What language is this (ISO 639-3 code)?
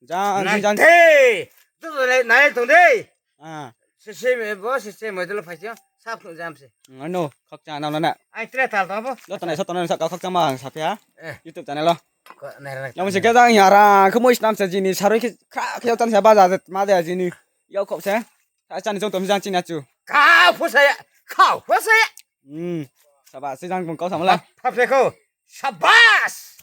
ria